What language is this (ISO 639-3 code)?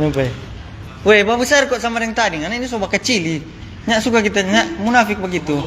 xmm